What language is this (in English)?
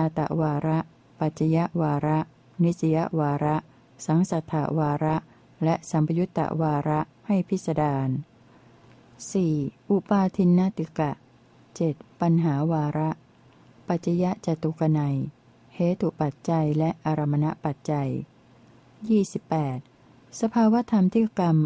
Thai